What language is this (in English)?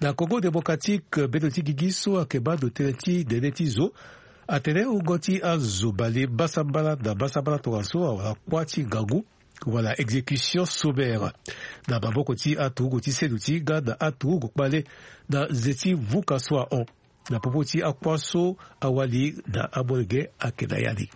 Sango